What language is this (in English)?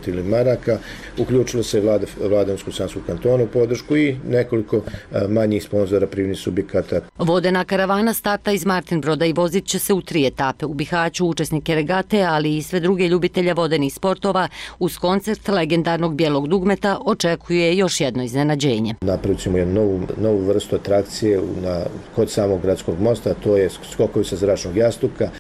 Bosnian